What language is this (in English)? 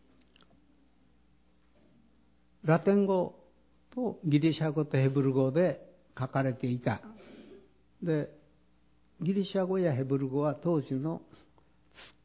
Japanese